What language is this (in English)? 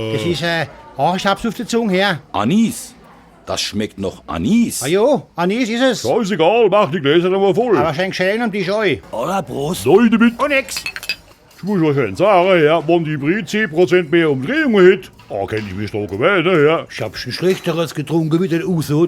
Palatine German